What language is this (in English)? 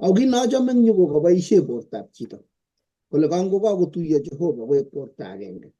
Kalenjin